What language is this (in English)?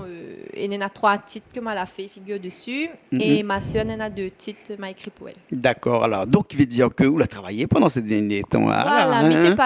Réunion Creole French